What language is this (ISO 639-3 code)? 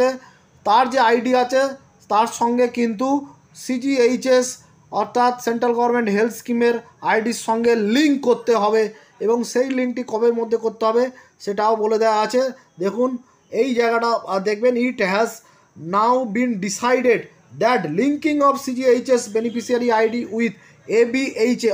ben